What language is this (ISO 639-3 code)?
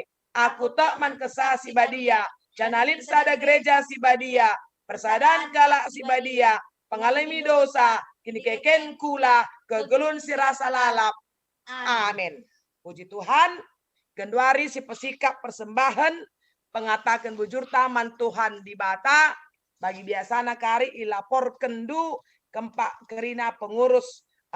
btx